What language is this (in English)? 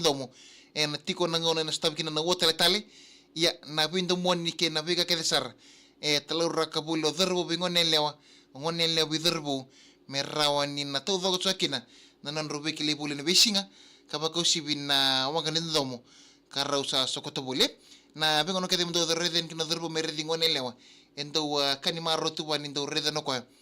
Fijian